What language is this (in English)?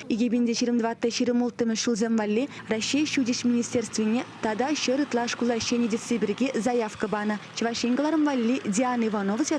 Chuvash